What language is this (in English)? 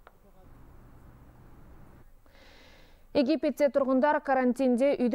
Kazakh